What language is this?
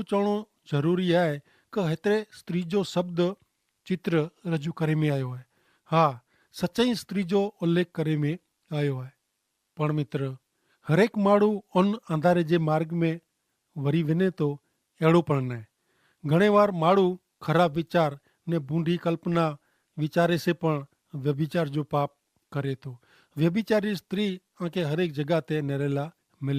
Kachhi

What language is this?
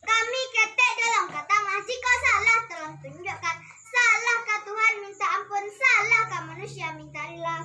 Minangkabau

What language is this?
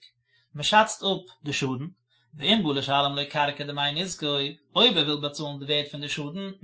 Yiddish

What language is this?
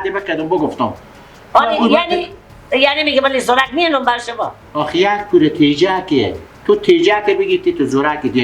Persian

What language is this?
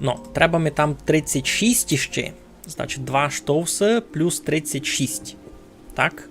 Rusyn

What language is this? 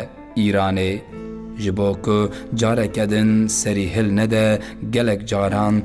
Kurdish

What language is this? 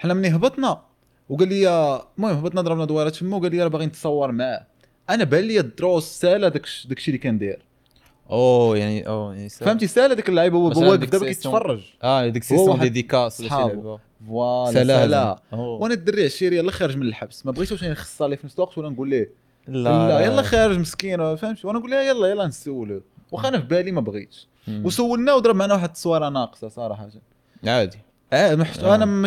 Moroccan Arabic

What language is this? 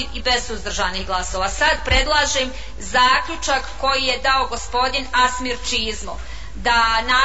Bosnian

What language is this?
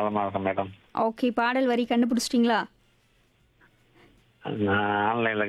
Tamil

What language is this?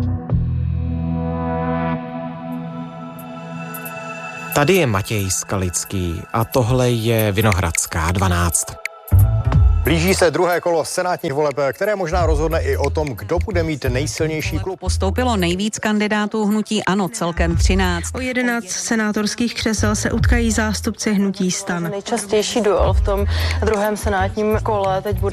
Czech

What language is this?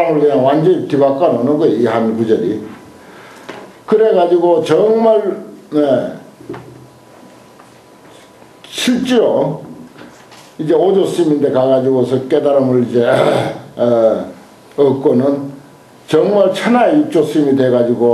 Korean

